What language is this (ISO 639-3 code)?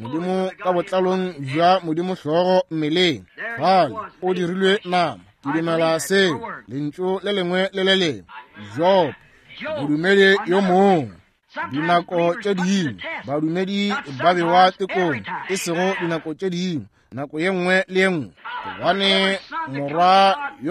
nso